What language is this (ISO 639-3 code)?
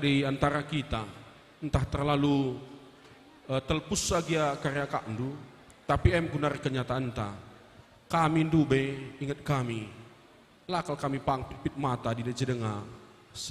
btx